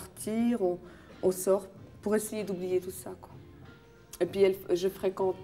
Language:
French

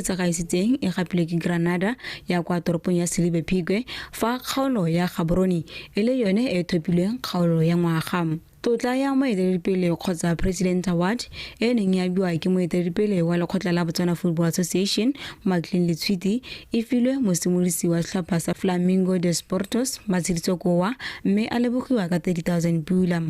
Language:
Tswana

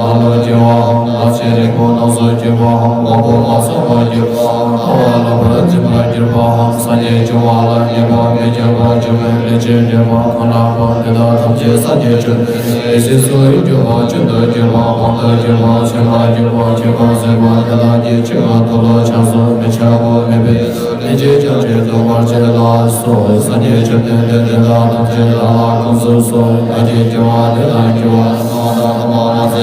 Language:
Tibetan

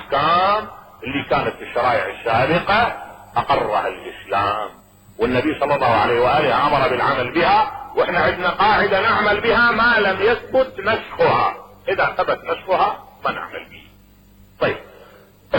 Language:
Mesopotamian Arabic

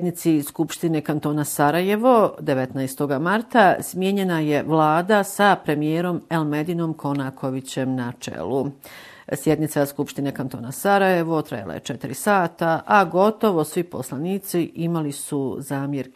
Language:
Bosnian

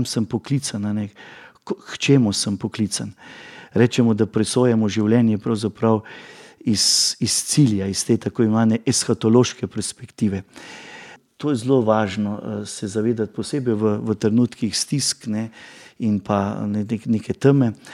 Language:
Slovenian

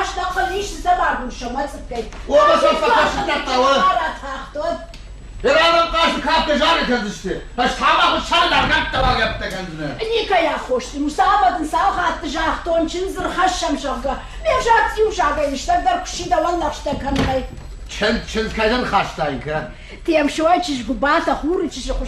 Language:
Ossetic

